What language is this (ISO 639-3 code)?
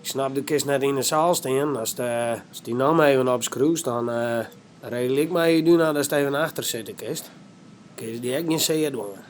fry